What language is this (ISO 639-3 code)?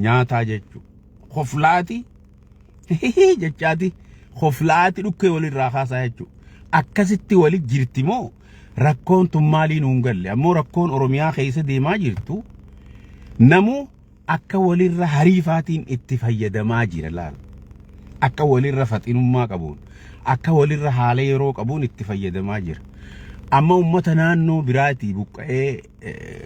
orm